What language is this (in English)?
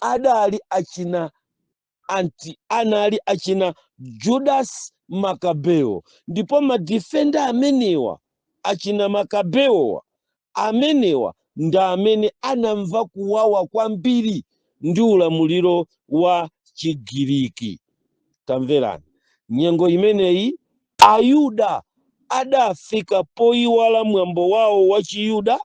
Nyanja